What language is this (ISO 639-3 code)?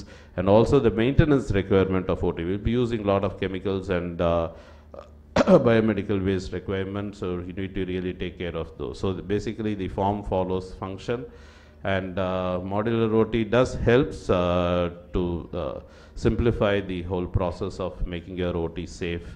eng